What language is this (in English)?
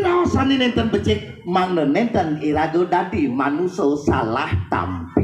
Balinese